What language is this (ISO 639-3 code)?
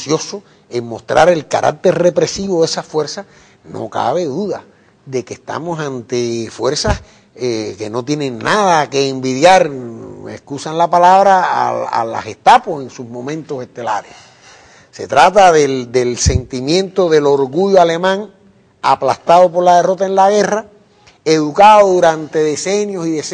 spa